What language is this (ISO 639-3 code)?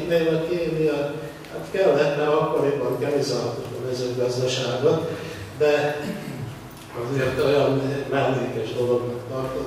hun